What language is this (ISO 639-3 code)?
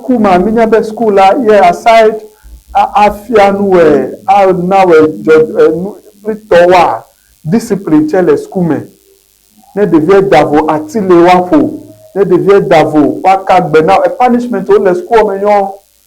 ewe